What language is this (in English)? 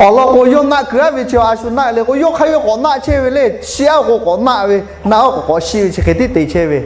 Lahu